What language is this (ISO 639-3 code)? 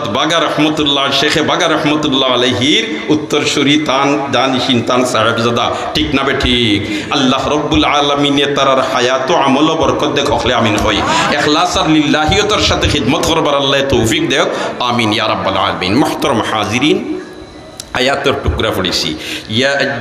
syl